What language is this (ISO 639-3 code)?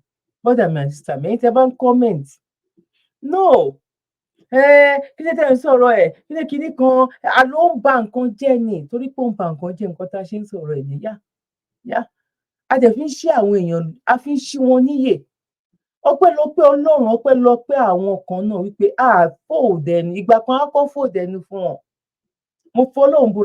yor